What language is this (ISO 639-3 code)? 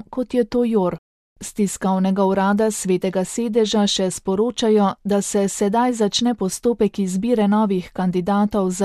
slv